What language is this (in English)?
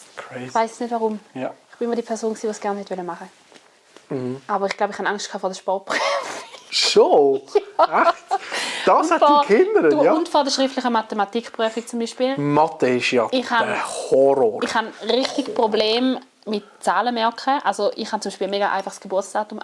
Swiss German